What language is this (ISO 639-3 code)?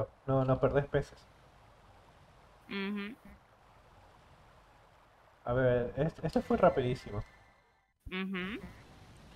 spa